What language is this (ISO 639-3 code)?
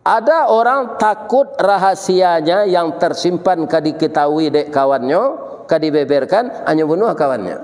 min